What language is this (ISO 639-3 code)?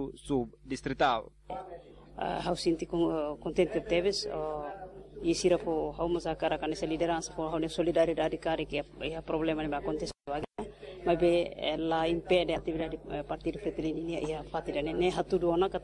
tet